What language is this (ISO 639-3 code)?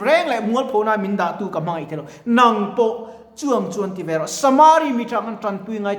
lus